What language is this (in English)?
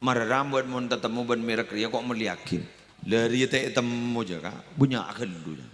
Madurese